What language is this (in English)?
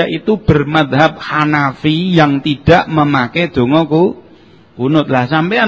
Javanese